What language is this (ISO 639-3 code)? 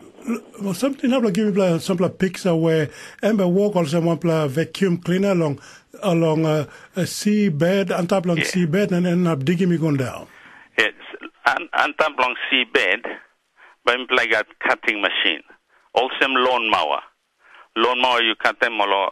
tpi